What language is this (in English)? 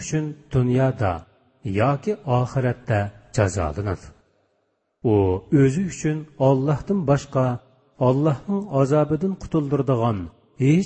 Uyghur